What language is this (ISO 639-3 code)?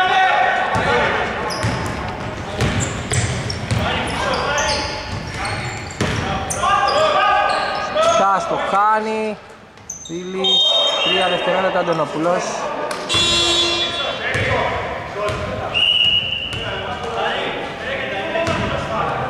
ell